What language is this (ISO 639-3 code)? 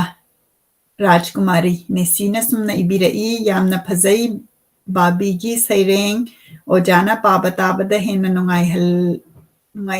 mni